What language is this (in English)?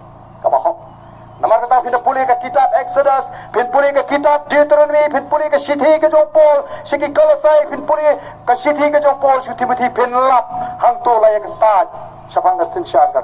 Khasi